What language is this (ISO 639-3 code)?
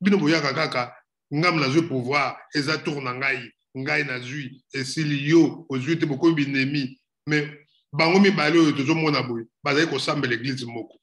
lin